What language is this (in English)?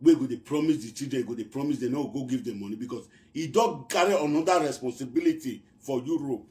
Nigerian Pidgin